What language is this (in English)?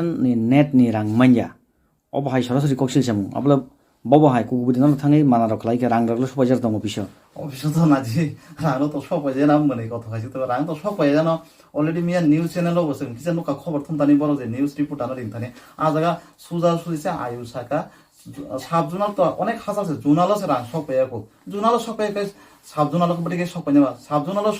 Kok Borok